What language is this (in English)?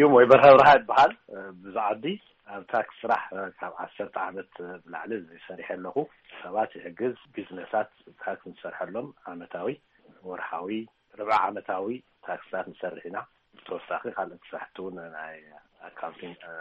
Tigrinya